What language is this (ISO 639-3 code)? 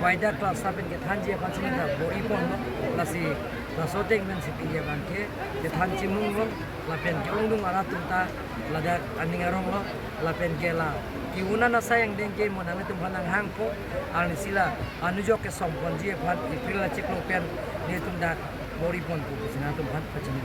mjw